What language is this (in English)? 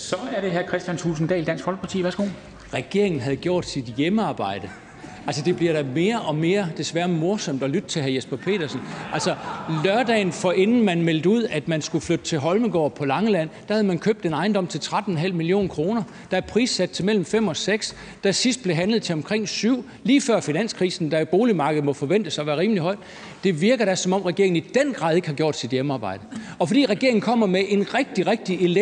Danish